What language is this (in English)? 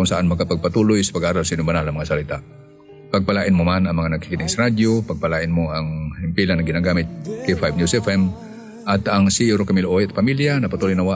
Filipino